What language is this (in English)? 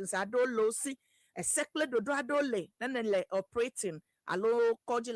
Ewe